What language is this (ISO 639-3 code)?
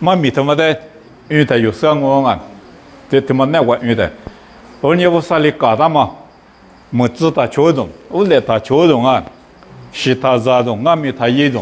lis